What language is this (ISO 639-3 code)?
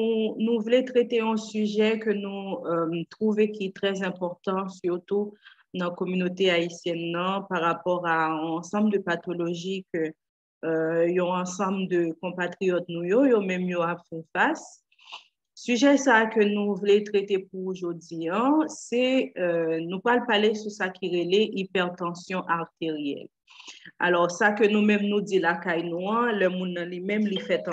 hat